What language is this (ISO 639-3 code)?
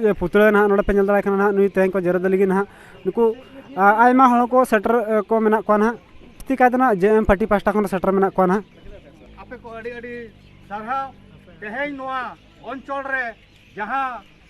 sat